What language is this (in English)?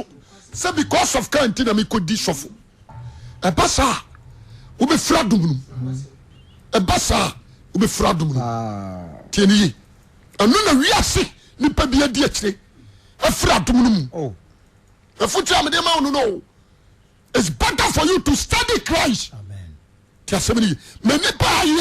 Akan